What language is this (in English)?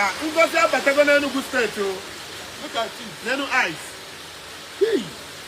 Igbo